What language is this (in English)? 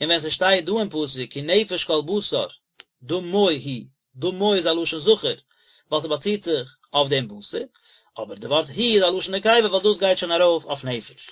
Yiddish